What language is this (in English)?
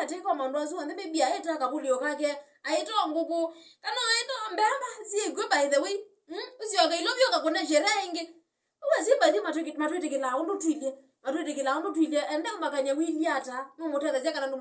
Kamba